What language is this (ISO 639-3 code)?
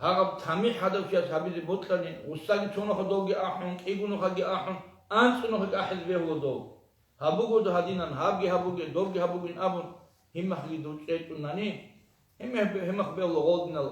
ava